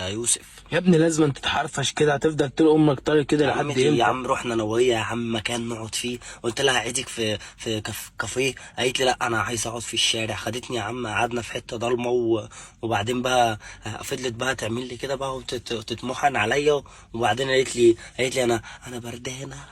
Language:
Egyptian Arabic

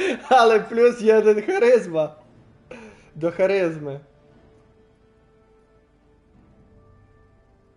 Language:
Polish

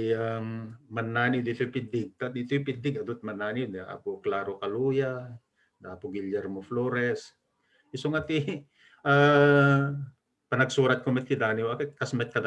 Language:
Iloko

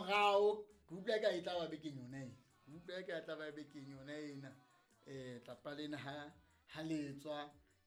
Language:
Southern Sotho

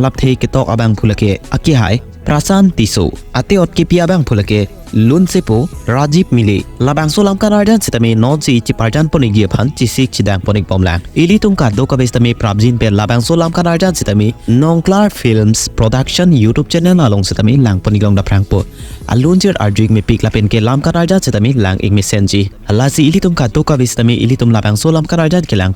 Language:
Karbi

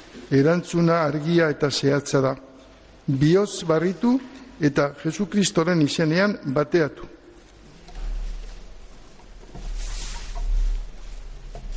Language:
Basque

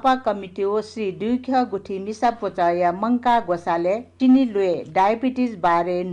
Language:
Newari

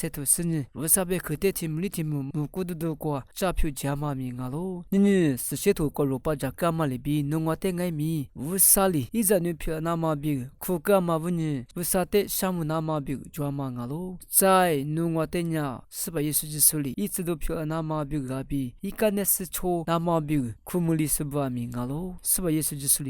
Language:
Lisu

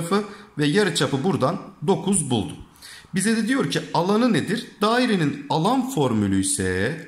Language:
Turkish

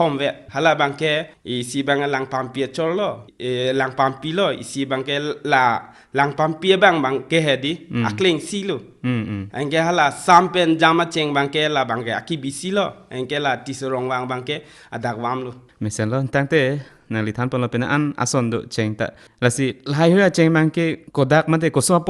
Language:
Karbi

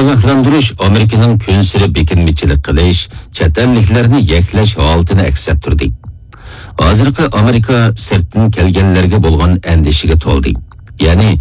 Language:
Uyghur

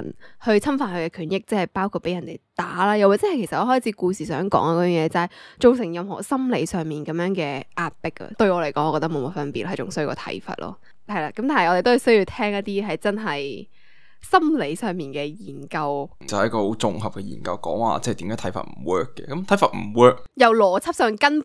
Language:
Cantonese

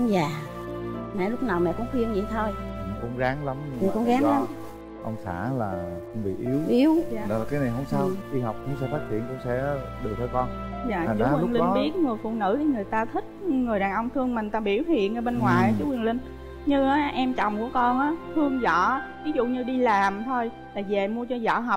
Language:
Vietnamese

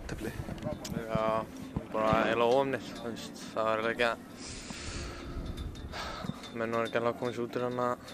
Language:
Icelandic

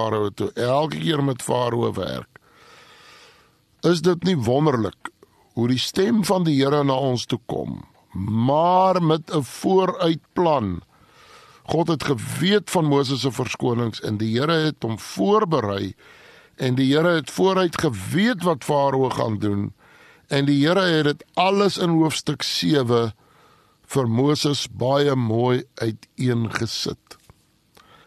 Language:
Afrikaans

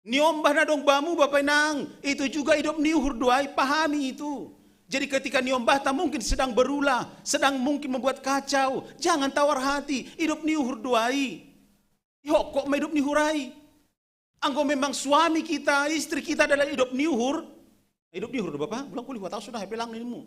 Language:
Batak Simalungun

